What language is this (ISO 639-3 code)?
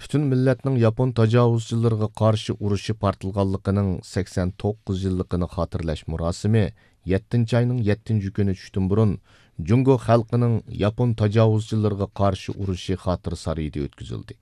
uig